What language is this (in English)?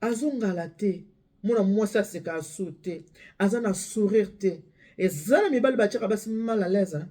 Lingala